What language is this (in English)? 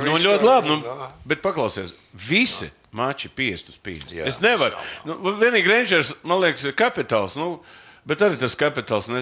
Latvian